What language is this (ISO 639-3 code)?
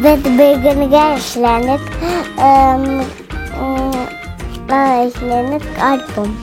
bak